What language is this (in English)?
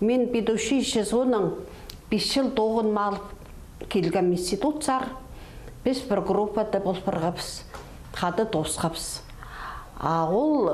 Khakas